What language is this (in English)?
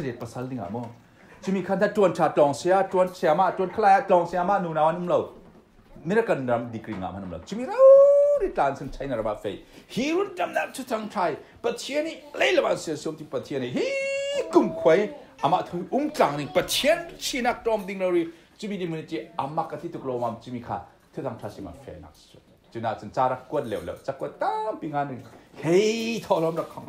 Falam Chin